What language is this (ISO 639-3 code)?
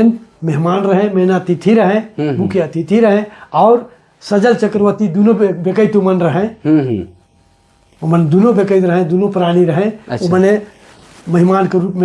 sck